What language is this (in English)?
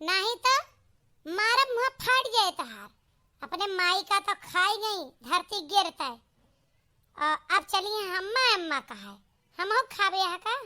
Awadhi